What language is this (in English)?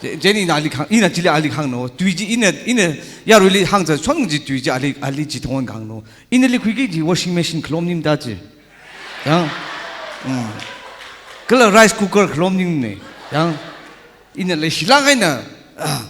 Tangkhul Naga (India)